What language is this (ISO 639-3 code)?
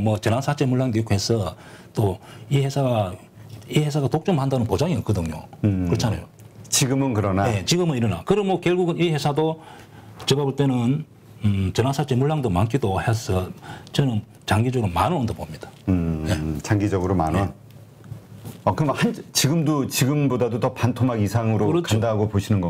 kor